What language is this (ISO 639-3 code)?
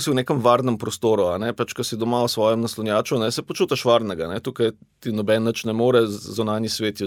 slv